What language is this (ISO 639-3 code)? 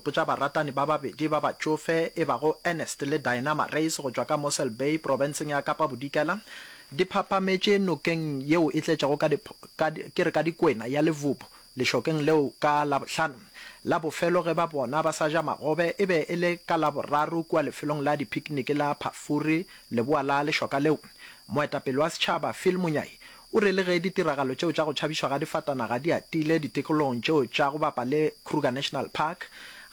nso